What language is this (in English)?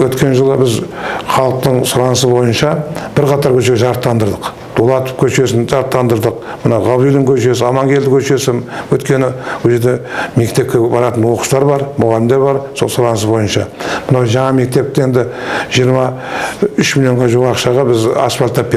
Kazakh